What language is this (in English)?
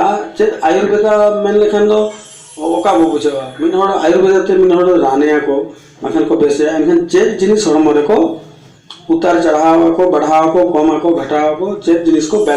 Santali